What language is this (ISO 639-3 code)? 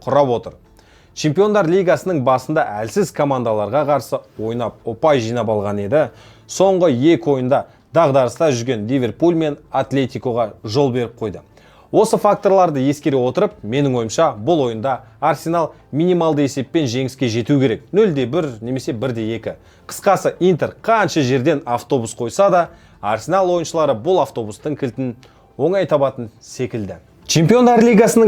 kaz